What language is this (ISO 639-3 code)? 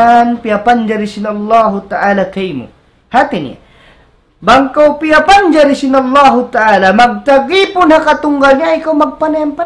tsg